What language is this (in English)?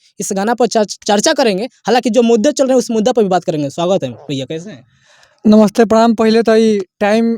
Bhojpuri